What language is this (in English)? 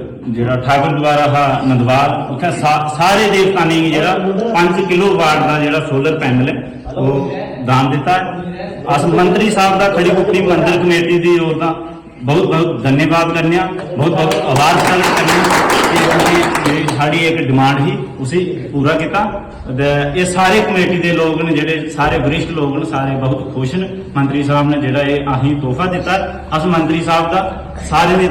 Dogri